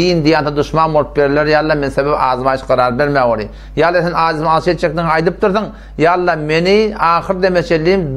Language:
Turkmen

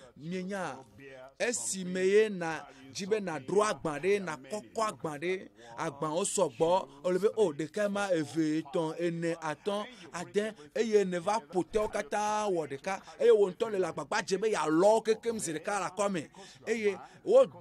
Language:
Ewe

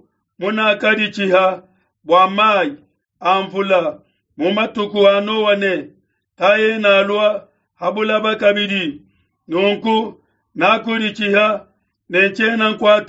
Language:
Luba-Lulua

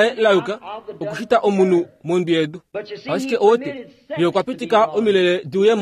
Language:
Kuanyama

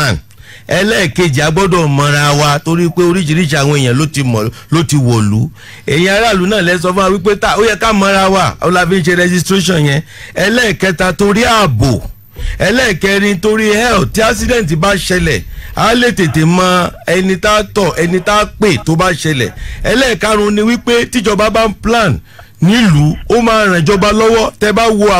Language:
Yoruba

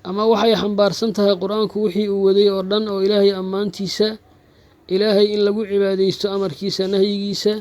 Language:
Somali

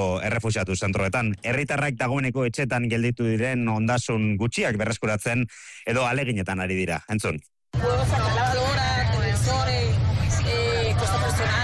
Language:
Basque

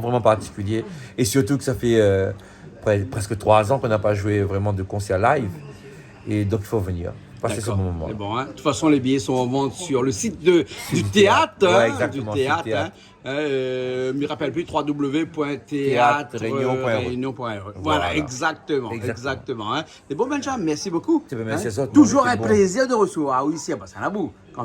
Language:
Réunion Creole French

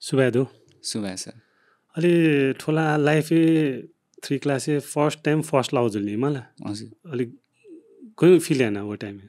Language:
Newari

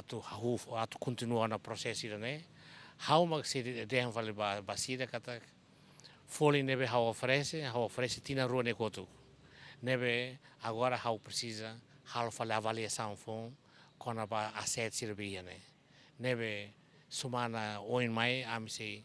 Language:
Tetum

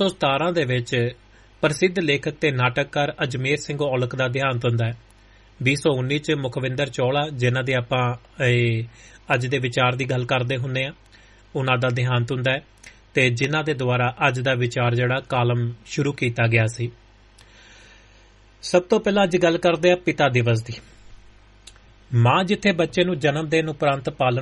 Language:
Punjabi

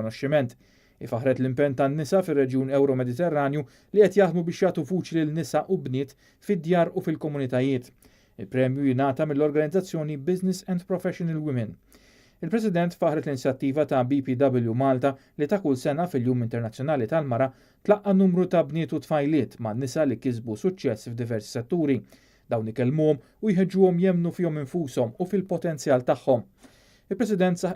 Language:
Maltese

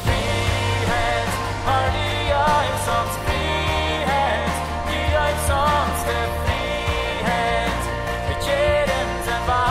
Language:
Plautdietsch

